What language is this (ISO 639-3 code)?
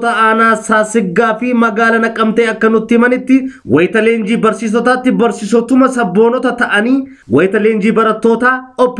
orm